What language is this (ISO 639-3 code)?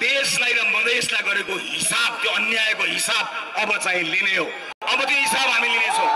nep